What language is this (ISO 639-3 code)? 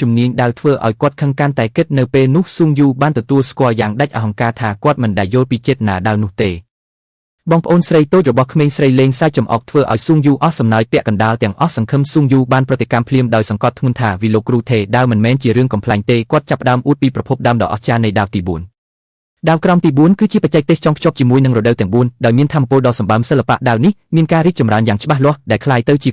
khm